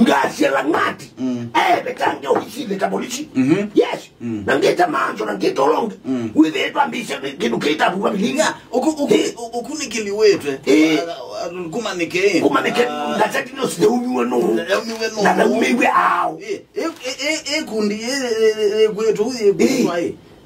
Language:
Kamba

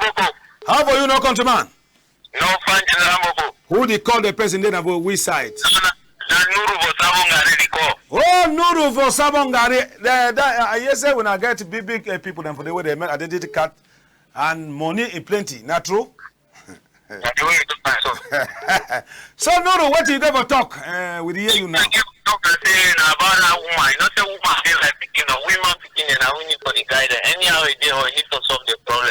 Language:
Cameroon Pidgin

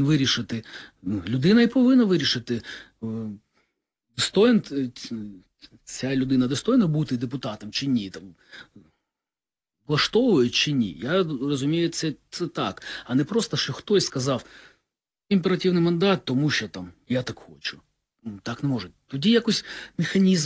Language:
Ukrainian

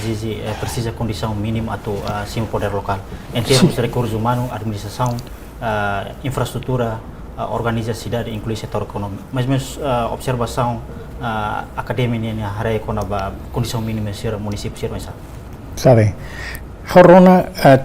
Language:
Tetum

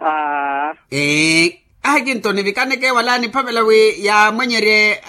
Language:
Makhuwa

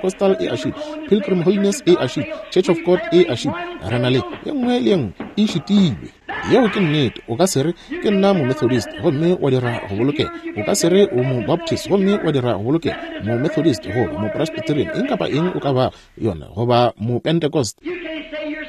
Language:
Northern Sotho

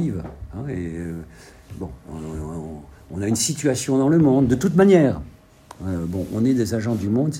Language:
French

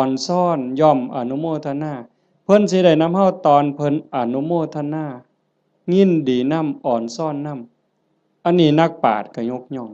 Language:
Lao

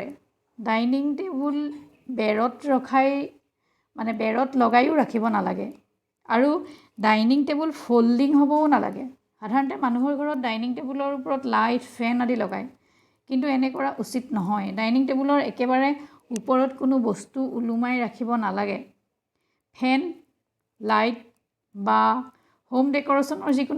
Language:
Assamese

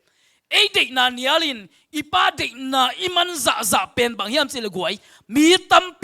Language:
Tedim Chin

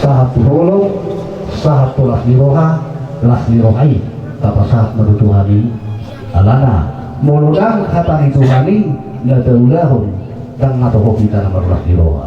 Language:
Batak Toba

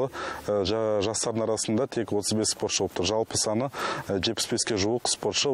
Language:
Kazakh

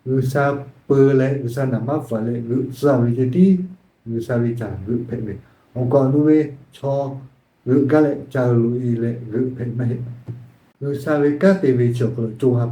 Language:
Lahu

